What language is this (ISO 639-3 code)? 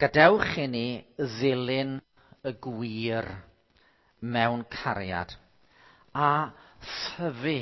cym